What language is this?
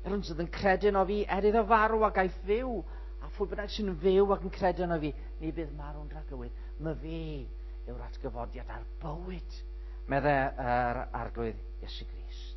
Welsh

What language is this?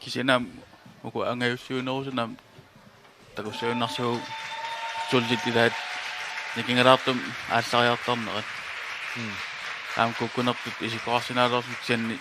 Kalaallisut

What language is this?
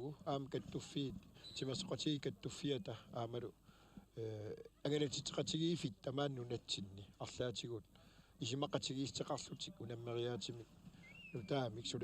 Kalaallisut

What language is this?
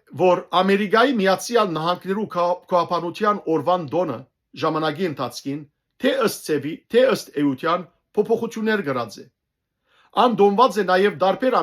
Western Armenian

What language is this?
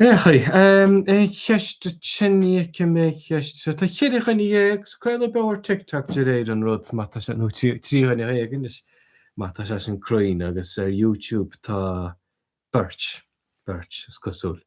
Irish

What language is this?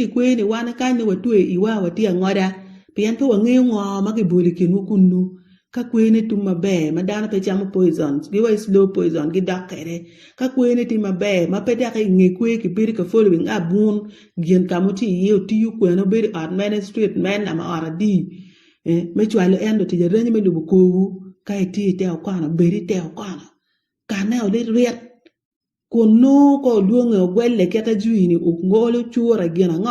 Acoli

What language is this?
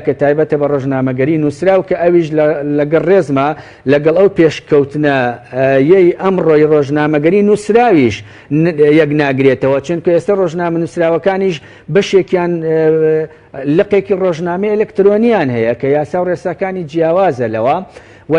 Central Kurdish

